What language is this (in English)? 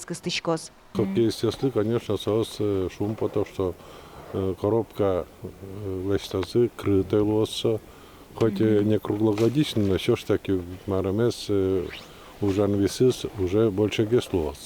Udmurt